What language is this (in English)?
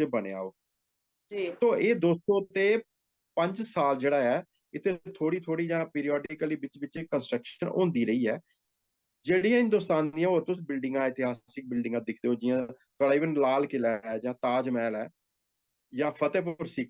Dogri